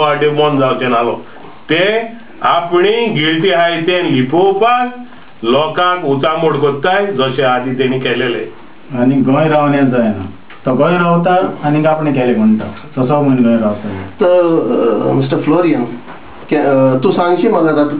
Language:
Konkani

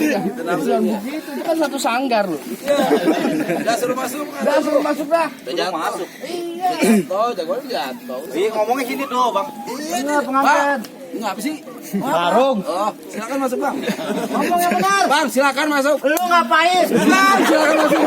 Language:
Betawi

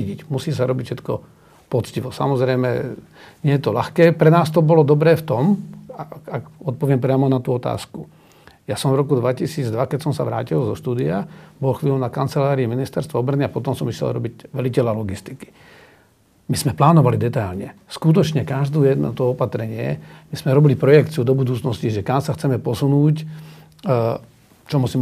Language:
Slovak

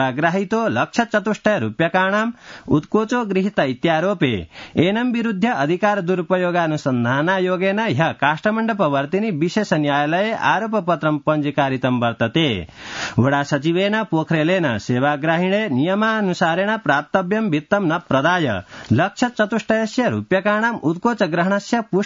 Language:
Sanskrit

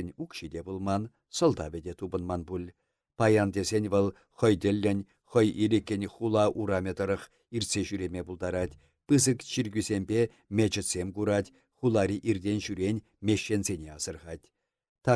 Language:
Chuvash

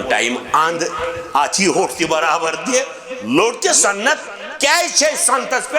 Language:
Kashmiri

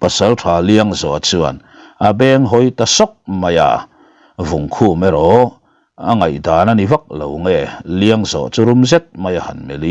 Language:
Mizo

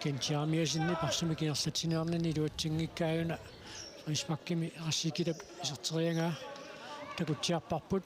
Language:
Kalaallisut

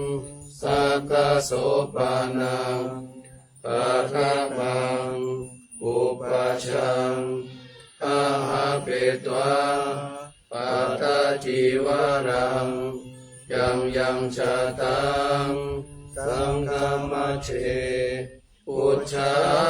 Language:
Pali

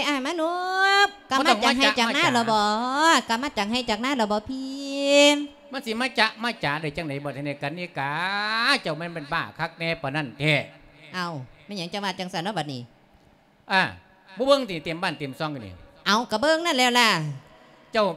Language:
Lao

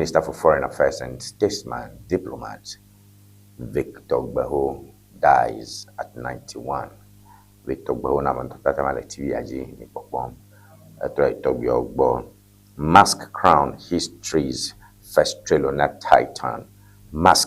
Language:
Ewe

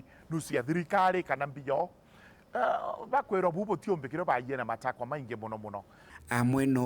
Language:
Meru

